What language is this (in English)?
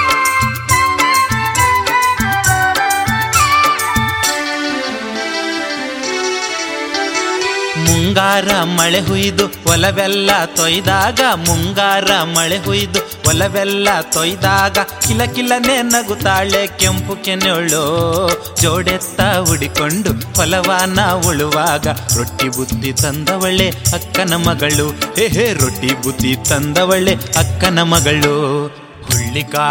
Kannada